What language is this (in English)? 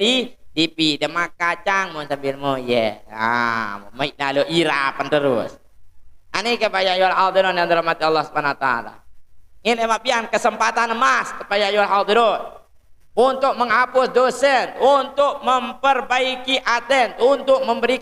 Sasak